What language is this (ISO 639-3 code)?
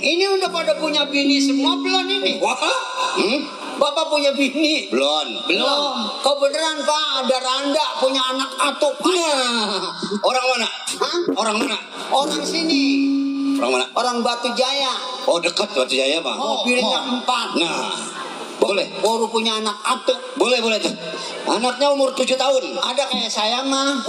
bew